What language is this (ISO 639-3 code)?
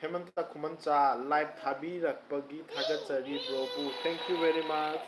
mni